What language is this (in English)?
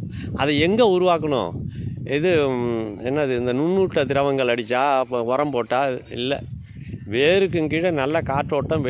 Tamil